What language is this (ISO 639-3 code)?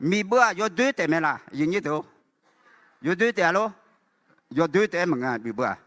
ahk